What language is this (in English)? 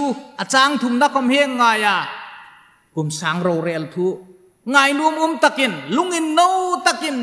Hmar